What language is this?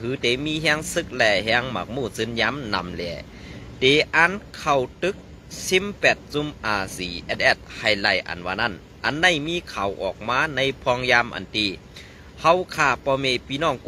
Shan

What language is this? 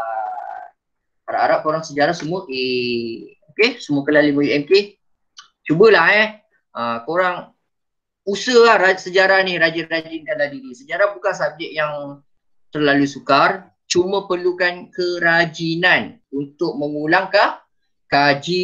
Malay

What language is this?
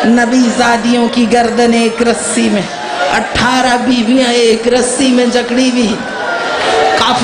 Urdu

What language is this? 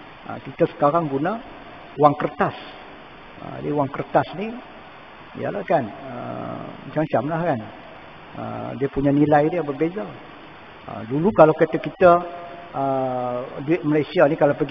Malay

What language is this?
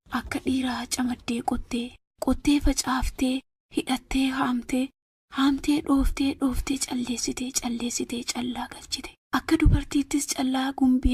Oromo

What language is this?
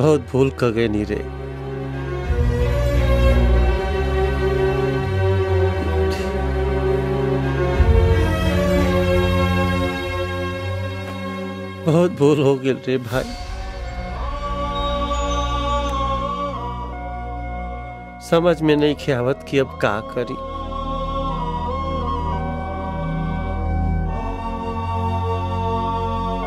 Bhojpuri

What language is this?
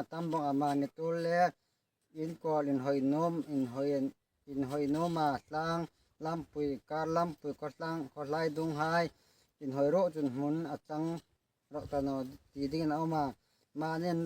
Hmar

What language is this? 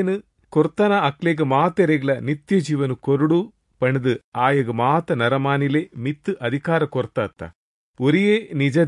Tulu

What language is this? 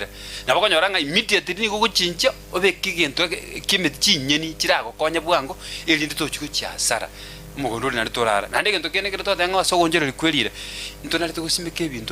Gusii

